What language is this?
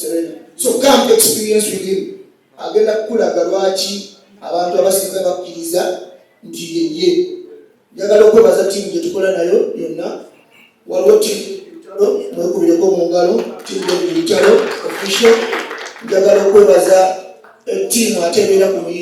Ganda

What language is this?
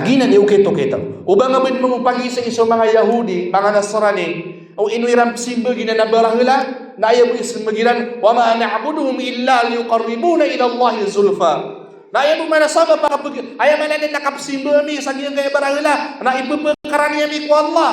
Maranao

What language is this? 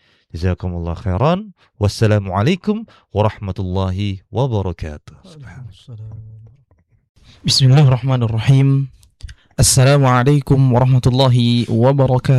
Indonesian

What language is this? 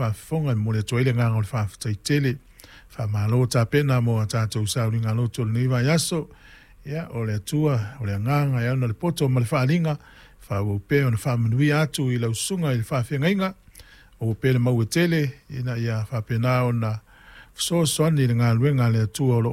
Samoan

